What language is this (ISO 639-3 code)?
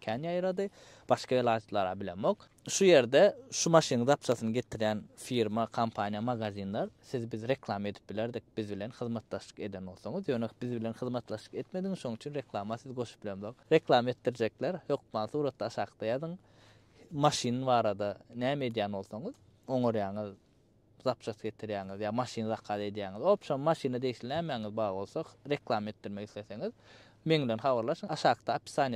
tuk